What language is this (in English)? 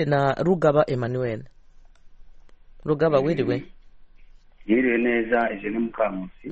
Kinyarwanda